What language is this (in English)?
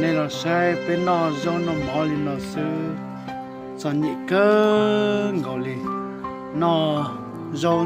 Hmong